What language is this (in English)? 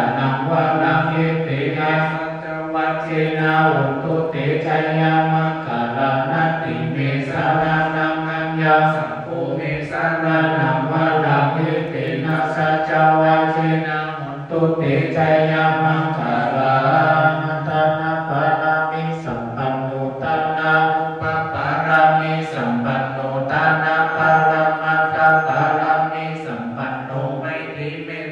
Pali